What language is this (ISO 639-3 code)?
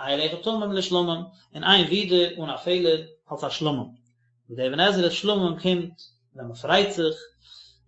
yid